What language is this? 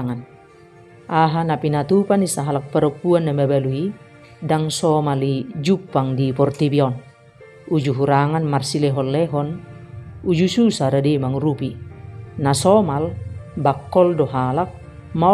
Batak Toba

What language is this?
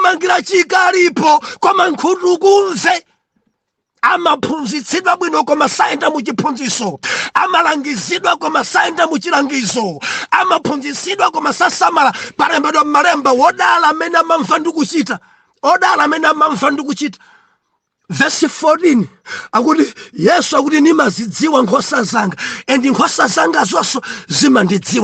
Nyanja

